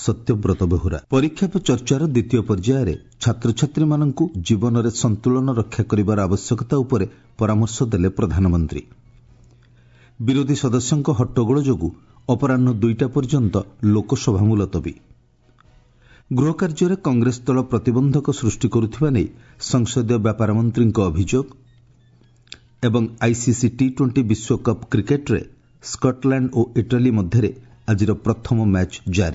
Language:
Odia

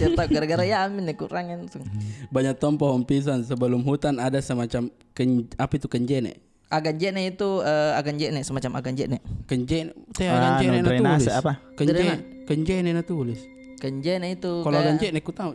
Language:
Makassar Malay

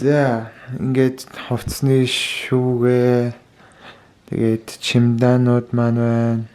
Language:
Mongolian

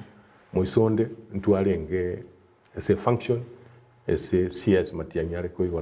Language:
Gusii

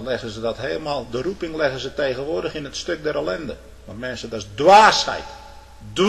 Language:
Dutch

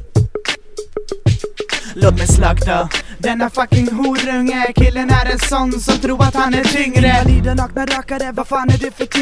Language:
Swedish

